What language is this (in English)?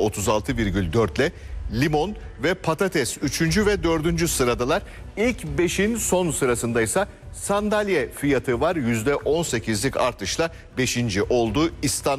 Turkish